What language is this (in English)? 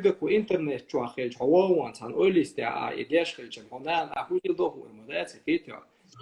Chechen